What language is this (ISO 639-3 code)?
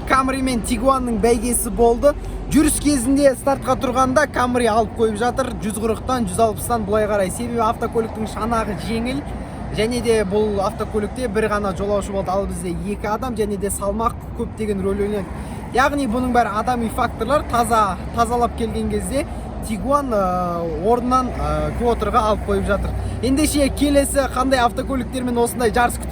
kaz